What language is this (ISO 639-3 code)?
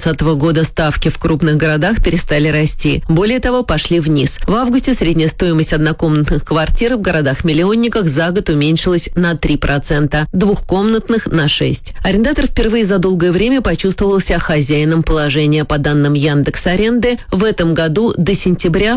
rus